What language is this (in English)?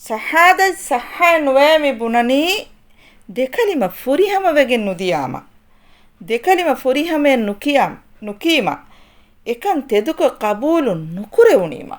Divehi